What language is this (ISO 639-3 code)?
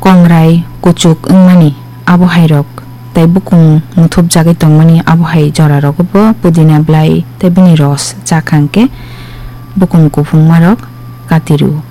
trp